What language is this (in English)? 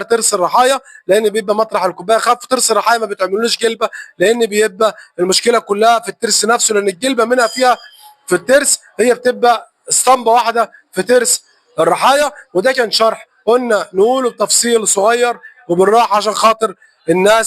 Egyptian Arabic